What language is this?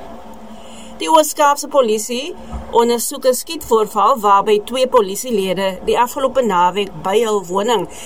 Afrikaans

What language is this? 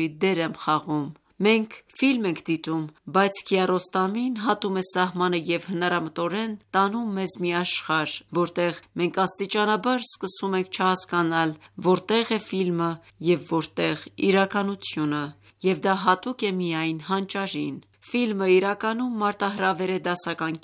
Armenian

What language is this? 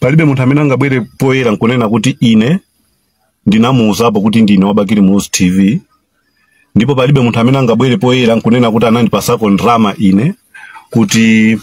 Nyanja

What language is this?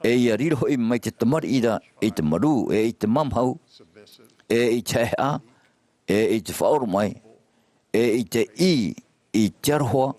Tahitian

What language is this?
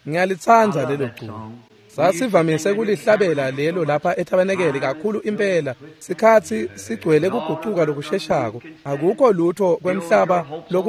Swati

